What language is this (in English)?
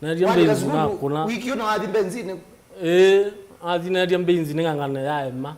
Kamba